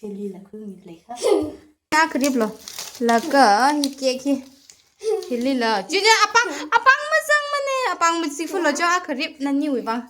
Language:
Tangkhul Naga (India)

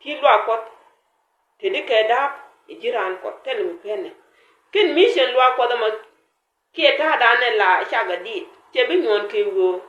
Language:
Nuer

